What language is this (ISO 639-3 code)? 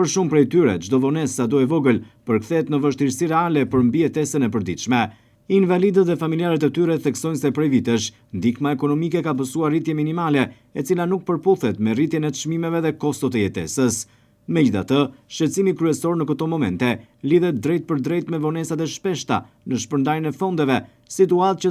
sqi